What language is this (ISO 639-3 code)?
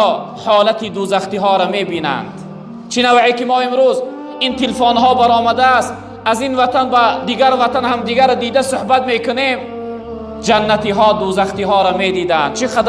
tgk